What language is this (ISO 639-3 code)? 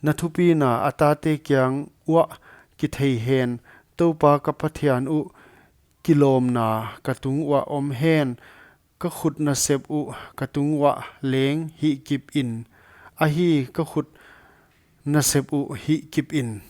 pck